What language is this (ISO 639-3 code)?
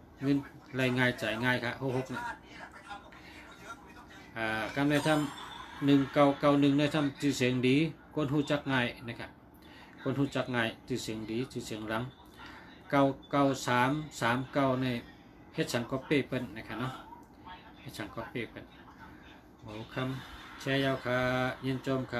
shn